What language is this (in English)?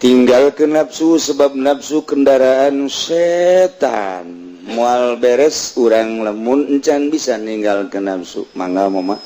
Sundanese